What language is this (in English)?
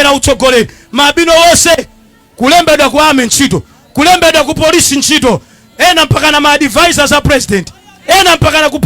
Nyanja